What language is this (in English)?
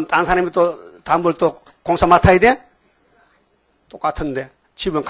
Korean